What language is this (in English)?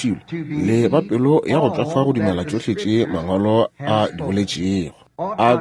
Northern Sotho